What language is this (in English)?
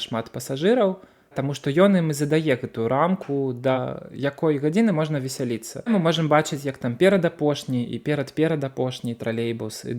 Belarusian